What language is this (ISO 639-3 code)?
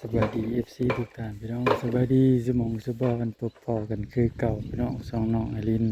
tts